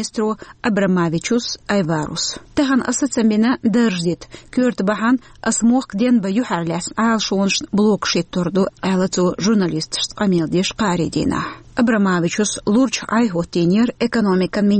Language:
Chechen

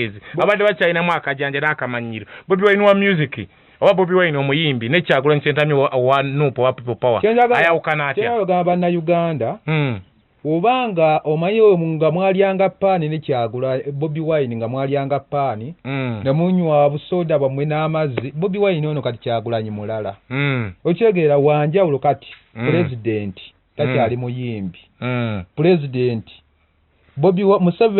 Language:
Ganda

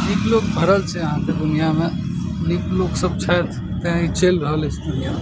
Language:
Maithili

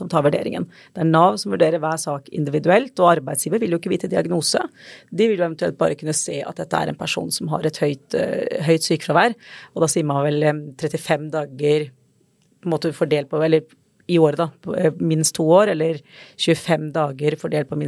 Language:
Norwegian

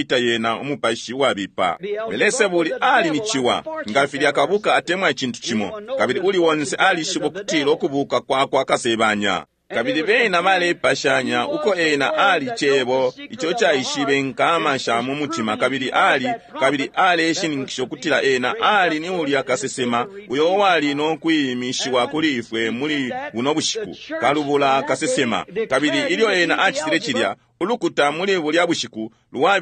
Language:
Bemba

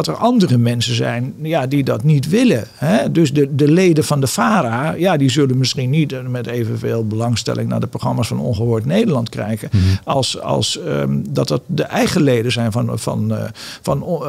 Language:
Dutch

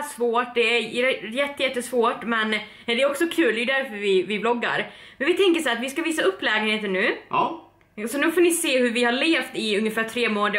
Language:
Swedish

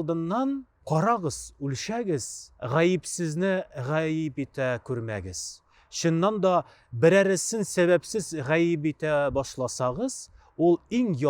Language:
Tatar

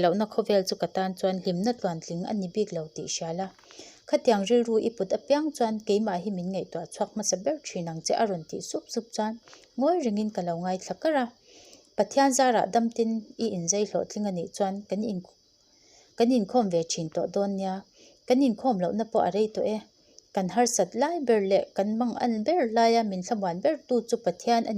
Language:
Mizo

